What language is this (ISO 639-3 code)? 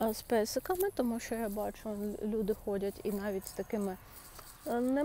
ukr